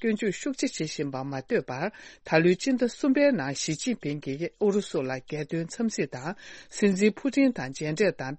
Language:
Tibetan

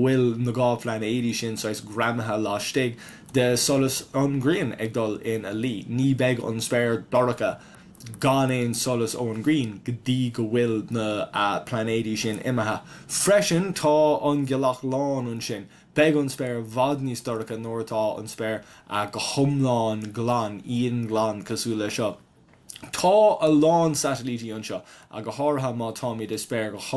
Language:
Irish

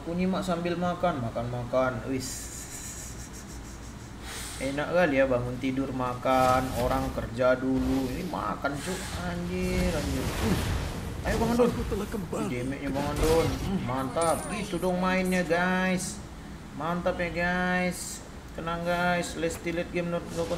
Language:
Indonesian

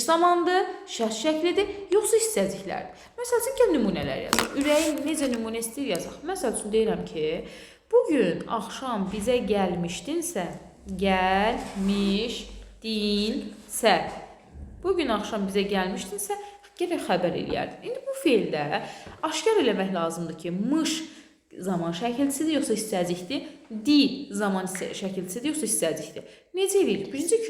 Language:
Azerbaijani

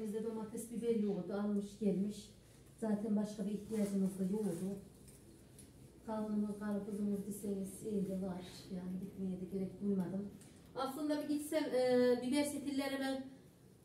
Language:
Turkish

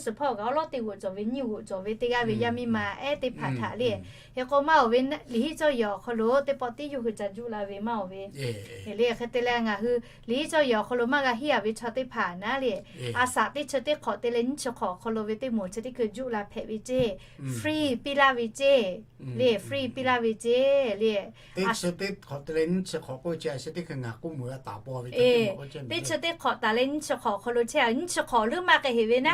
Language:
Lahu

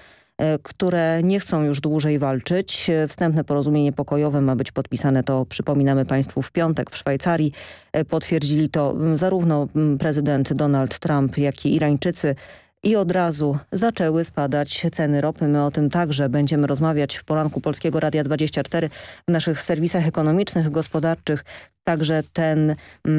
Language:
Polish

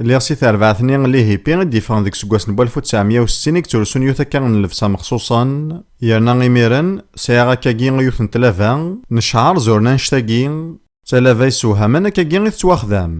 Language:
Kabyle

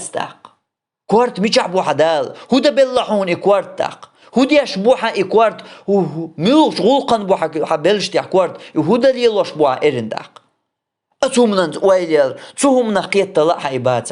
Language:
Chechen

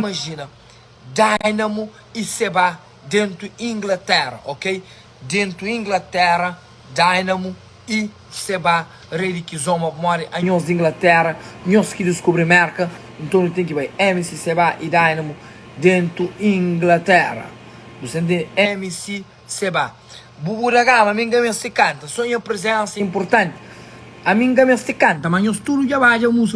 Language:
Kabuverdianu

